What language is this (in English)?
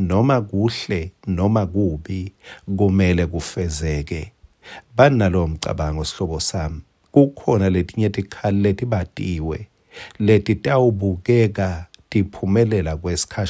Swati